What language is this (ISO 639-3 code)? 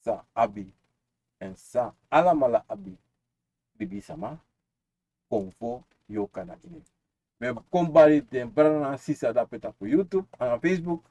srn